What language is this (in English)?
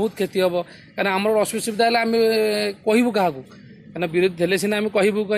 Odia